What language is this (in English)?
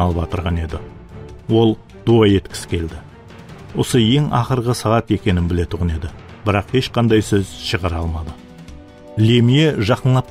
Kara-Kalpak